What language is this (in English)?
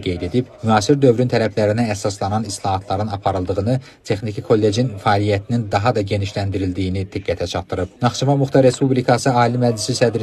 Azerbaijani